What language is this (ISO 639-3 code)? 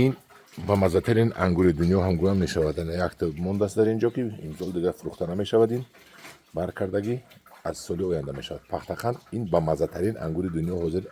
tgk